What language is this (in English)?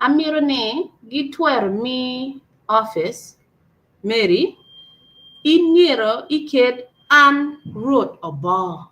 Acoli